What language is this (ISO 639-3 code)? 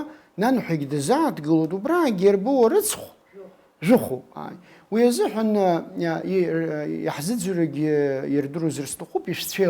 abk